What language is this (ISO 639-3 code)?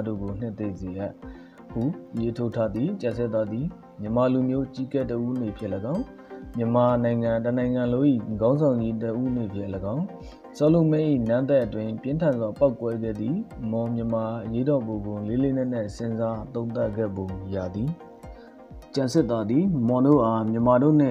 mya